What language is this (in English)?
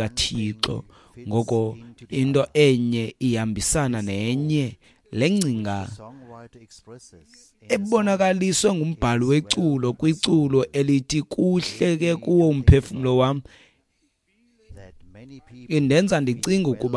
Xhosa